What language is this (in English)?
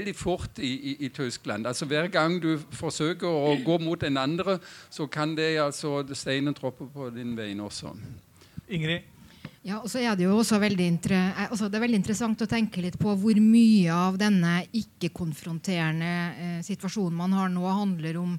Norwegian